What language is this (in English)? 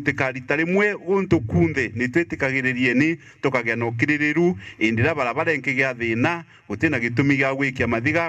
Meru